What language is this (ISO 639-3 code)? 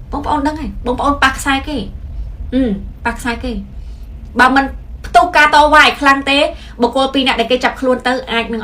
khm